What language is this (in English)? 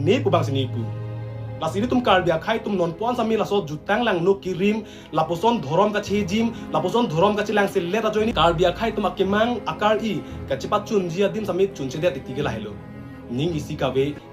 Karbi